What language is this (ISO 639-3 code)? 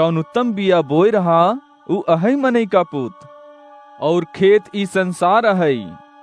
awa